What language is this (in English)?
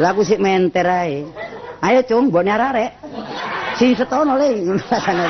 Javanese